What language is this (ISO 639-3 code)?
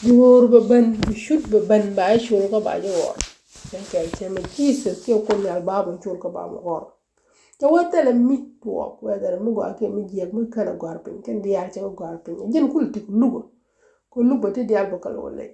nus